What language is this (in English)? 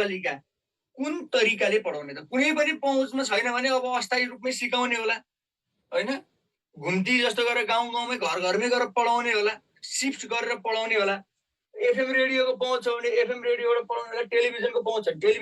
Nepali